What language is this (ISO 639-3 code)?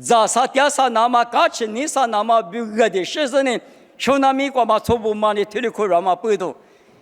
lis